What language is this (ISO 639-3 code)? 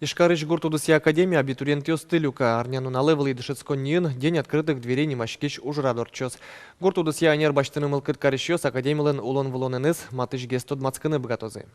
udm